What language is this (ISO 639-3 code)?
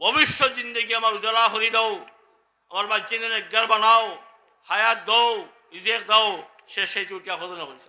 syl